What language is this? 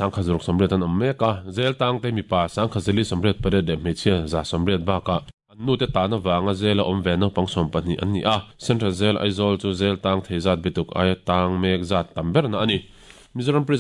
Mizo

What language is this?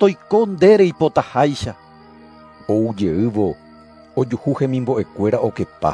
Guarani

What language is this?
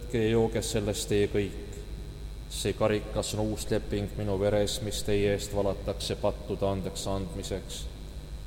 Estonian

